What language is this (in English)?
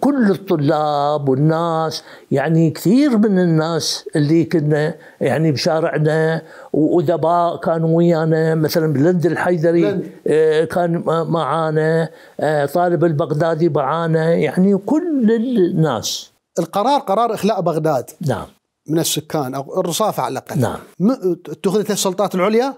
Mesopotamian Arabic